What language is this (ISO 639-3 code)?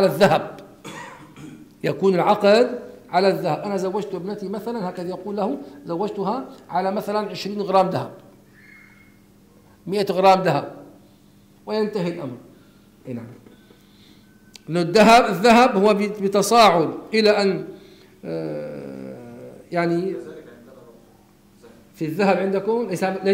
ara